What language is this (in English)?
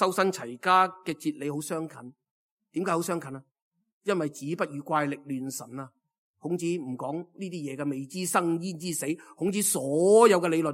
Cantonese